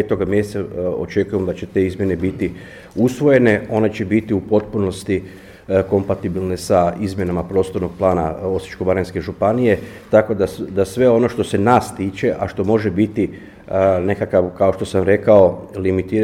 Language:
Croatian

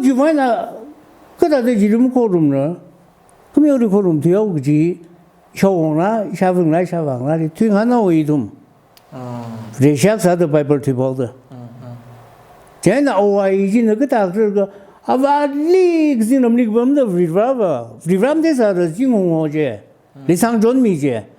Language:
Tangkhul Naga (India)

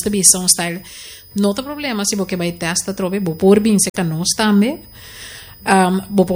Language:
Papiamento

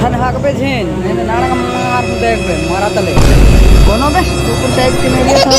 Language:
Chhattisgarhi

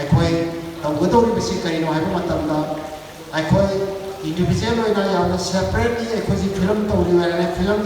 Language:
Manipuri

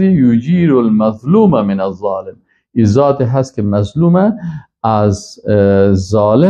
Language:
Persian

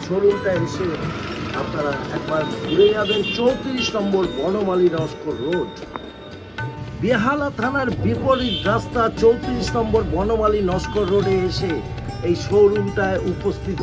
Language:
Bangla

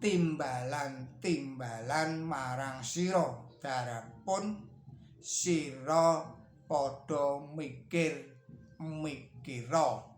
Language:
Javanese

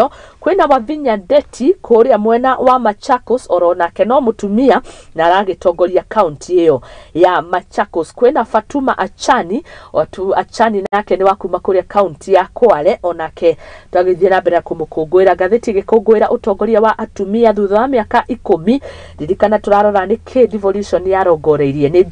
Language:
Kikuyu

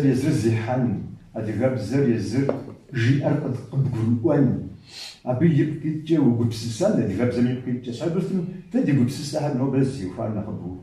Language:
Kabardian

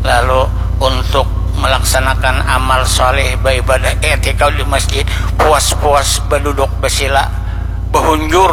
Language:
Banjar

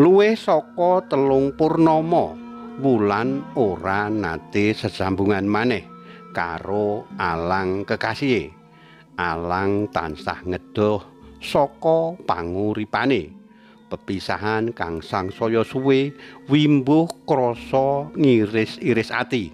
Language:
Javanese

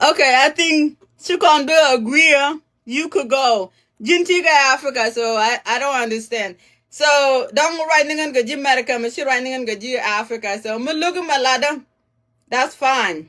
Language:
Nuer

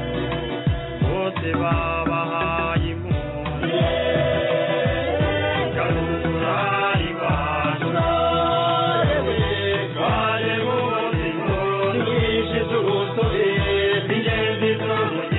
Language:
Kinyarwanda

